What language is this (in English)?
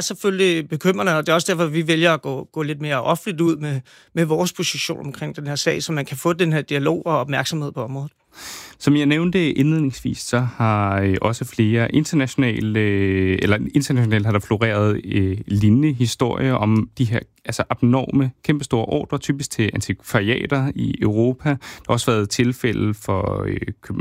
Danish